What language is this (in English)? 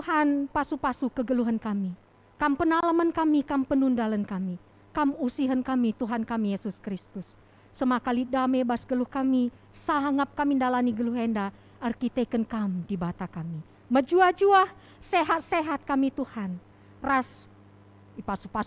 Batak Karo